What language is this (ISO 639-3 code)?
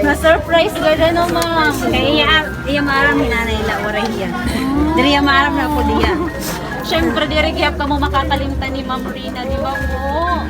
war